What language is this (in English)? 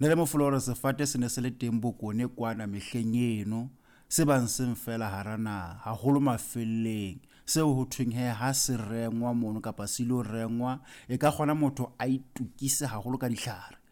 Southern Sotho